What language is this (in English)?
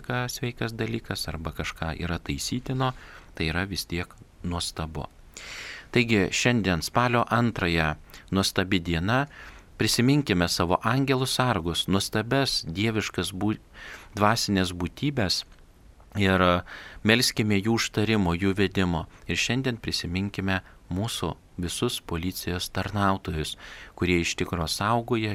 Lithuanian